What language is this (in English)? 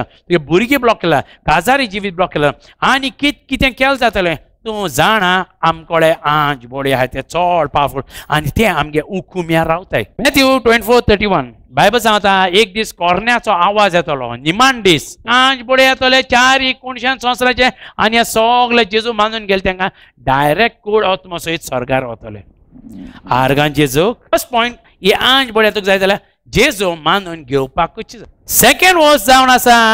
Konkani